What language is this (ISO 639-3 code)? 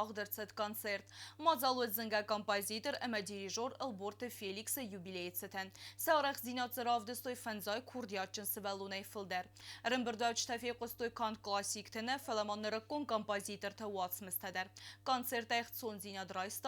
oss